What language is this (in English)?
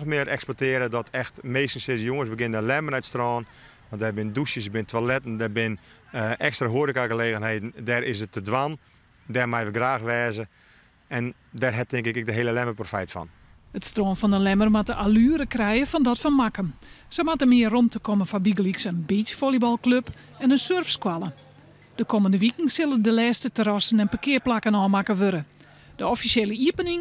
Western Frisian